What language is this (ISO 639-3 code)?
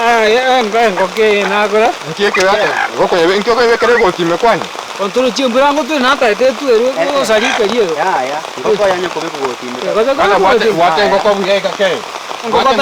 guz